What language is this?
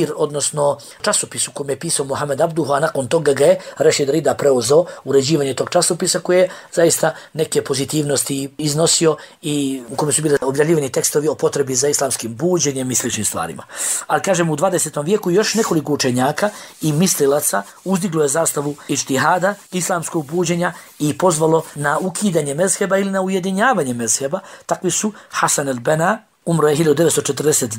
Bosnian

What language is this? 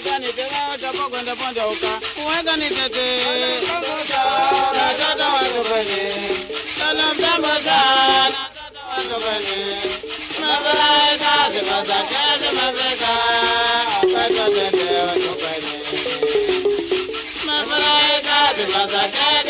Swahili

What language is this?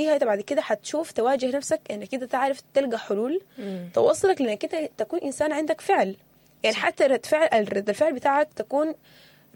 Sudanese Arabic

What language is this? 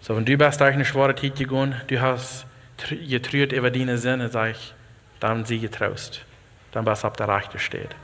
Plautdietsch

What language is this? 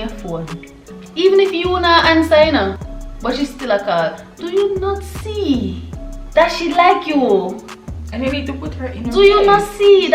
Jamaican Creole English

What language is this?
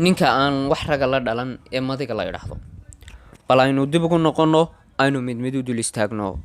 Somali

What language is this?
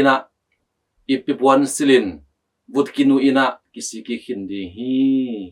Tedim Chin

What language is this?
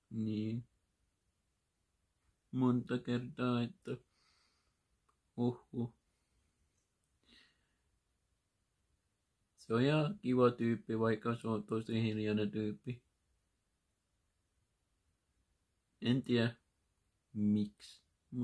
Finnish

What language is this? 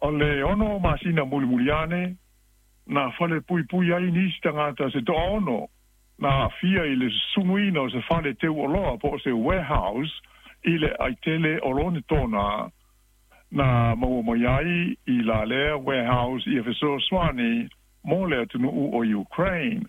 Samoan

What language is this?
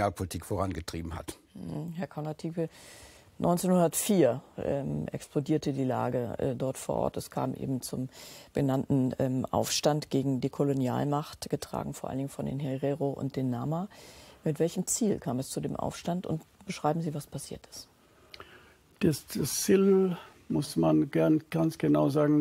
German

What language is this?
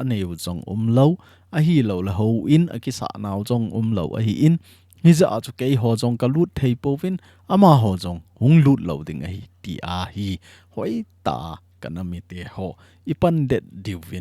Thado Chin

